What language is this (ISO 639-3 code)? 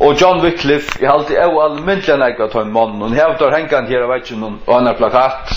fao